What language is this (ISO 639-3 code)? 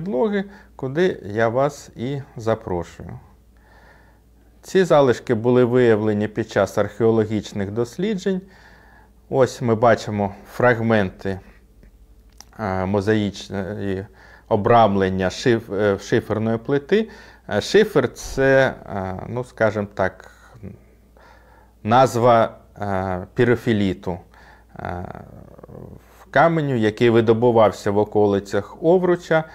ukr